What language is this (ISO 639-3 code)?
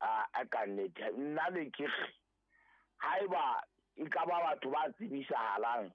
sot